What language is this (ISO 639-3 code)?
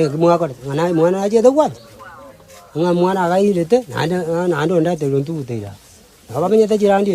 guz